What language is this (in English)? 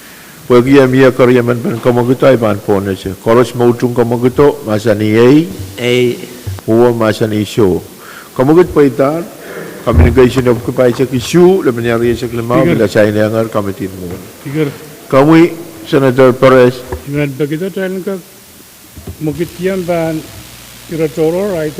Pohnpeian